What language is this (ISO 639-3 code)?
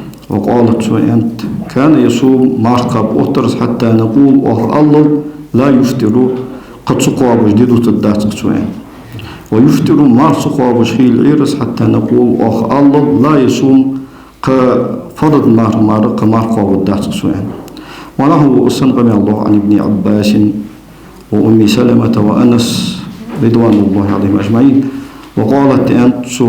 inh